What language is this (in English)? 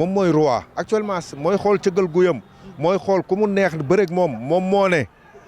Wolof